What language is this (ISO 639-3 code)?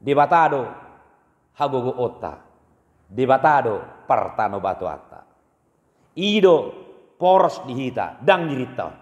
bbc